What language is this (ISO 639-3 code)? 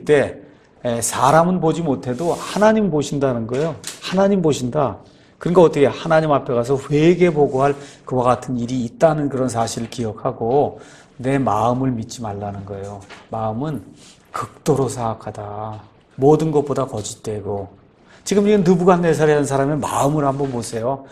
kor